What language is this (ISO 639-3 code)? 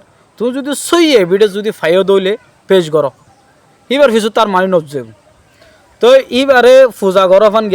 rhg